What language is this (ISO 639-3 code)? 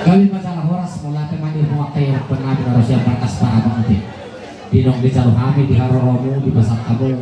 bbc